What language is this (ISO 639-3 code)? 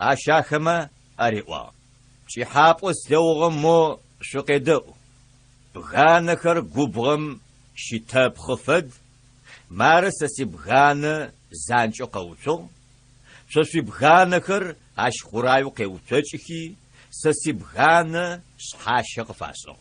ady